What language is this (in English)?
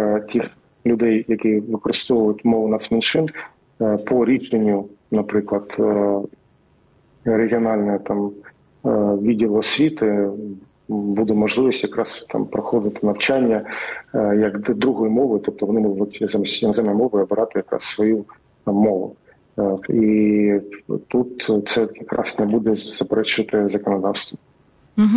Ukrainian